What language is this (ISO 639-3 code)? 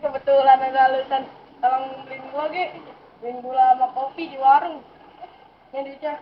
bew